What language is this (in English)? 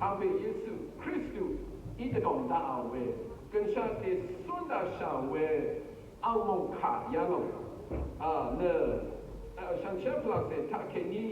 Rawang